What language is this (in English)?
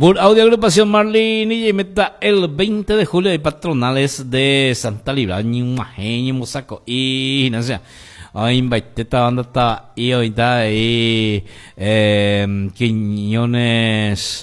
Guarani